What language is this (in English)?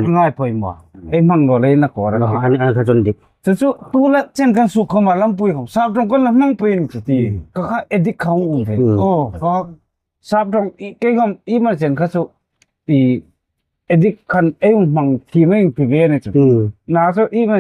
Hmar